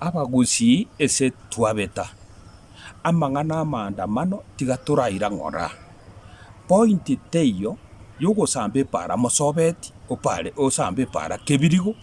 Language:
Gusii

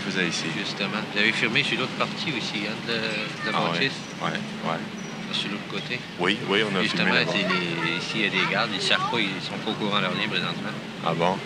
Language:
French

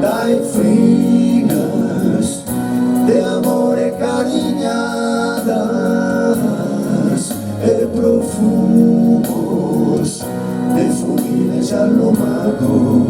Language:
Sardinian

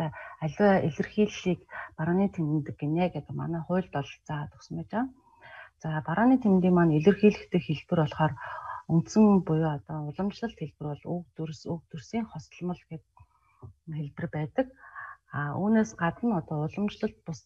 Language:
Mongolian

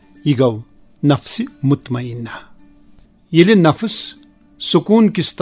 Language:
Kashmiri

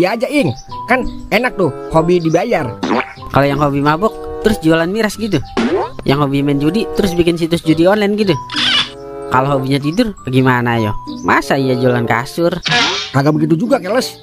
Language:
Betawi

